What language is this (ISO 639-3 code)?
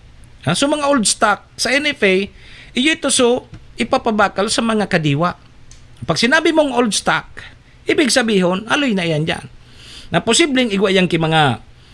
bik